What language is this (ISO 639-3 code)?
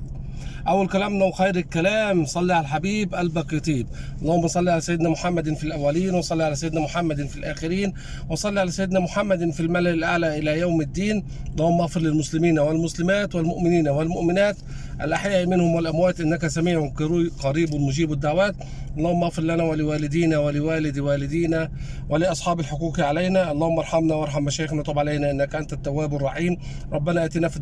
arz